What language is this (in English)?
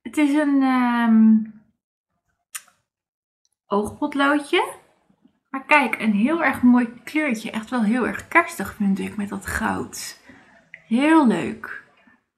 Dutch